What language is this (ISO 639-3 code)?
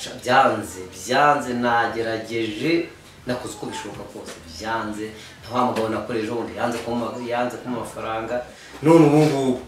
kin